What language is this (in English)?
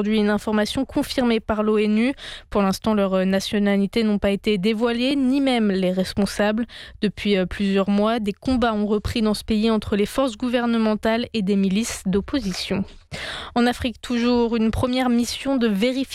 French